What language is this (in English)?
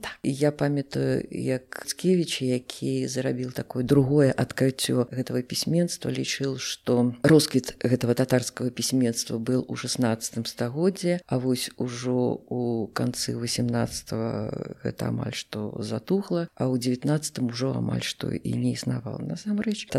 Belarusian